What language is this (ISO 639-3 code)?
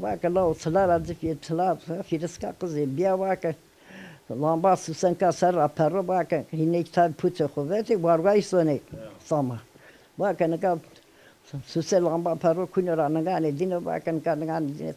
zza